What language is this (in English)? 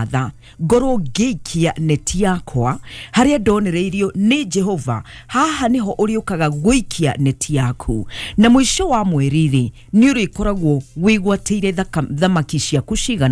Kikuyu